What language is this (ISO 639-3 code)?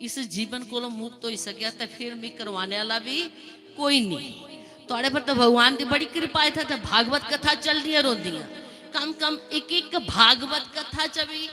doi